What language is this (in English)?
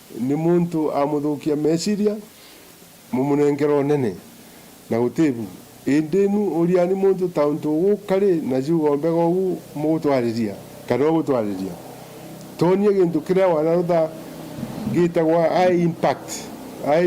Meru